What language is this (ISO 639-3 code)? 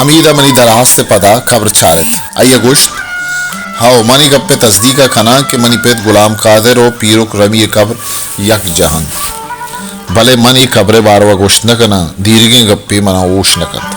bal